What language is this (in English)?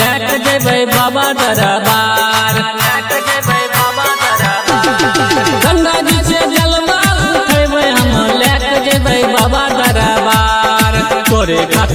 Bhojpuri